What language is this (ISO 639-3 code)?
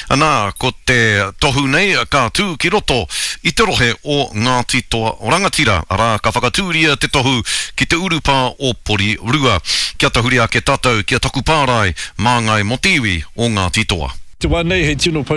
mri